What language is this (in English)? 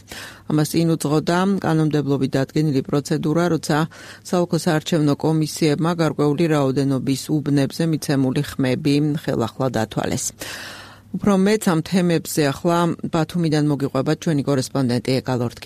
Georgian